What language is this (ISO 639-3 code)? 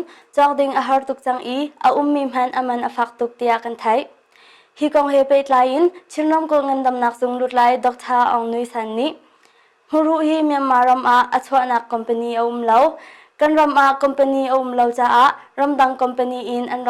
cnh